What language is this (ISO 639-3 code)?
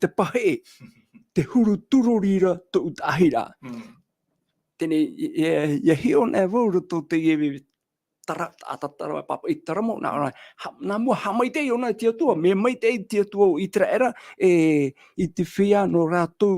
tah